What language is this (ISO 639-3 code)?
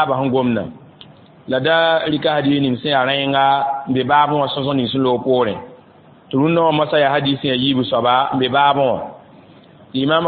mos